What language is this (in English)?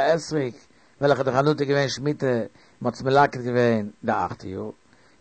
Yiddish